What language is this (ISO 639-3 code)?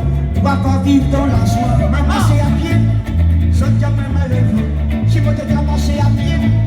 rcf